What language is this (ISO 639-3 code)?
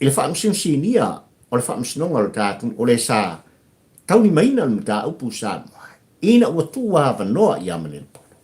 smo